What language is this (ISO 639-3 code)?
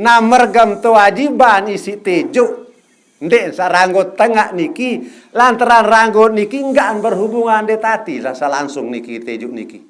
sas